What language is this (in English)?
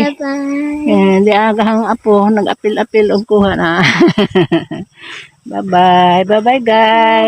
Cebuano